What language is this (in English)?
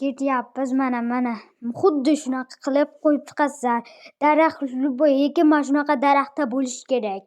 Uzbek